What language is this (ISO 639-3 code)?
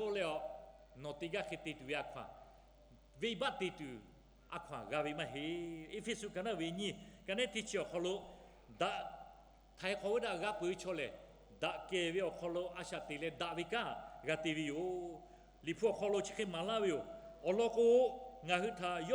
lhu